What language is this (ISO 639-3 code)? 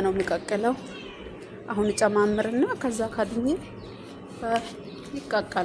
amh